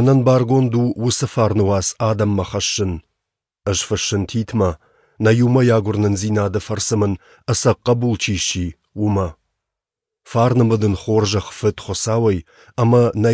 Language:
Ossetic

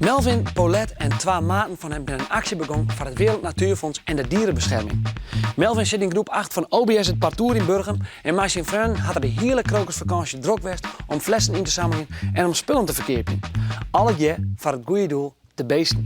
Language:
Western Frisian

